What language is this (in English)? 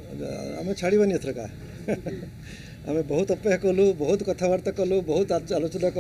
Odia